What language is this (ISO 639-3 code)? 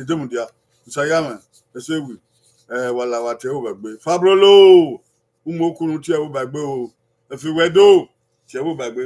bin